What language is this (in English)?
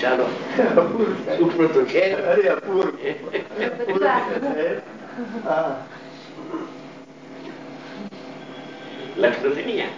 Gujarati